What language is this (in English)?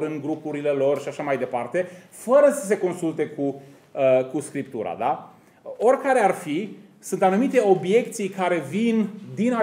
Romanian